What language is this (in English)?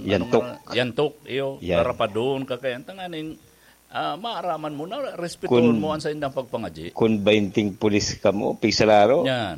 Bikol